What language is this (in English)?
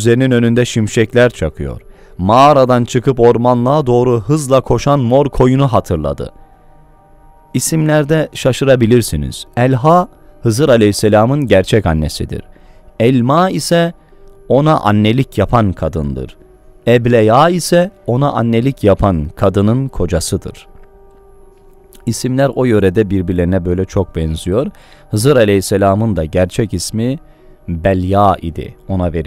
Turkish